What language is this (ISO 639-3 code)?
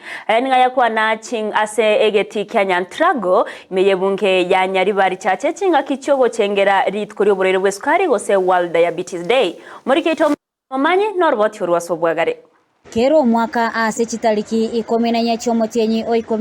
guz